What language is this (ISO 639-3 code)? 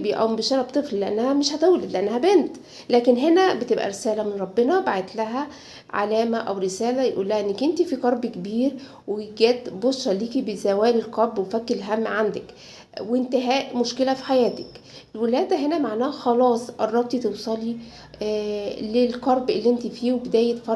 arz